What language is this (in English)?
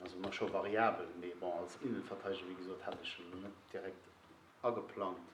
Luxembourgish